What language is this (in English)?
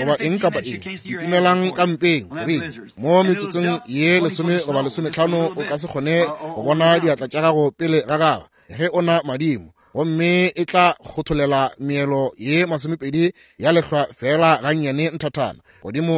Northern Sotho